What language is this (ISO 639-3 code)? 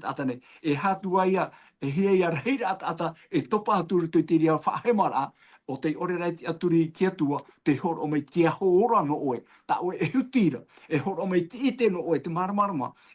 tah